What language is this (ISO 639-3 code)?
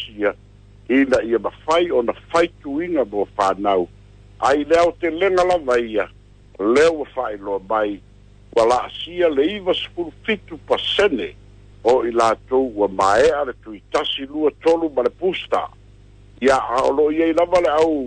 smo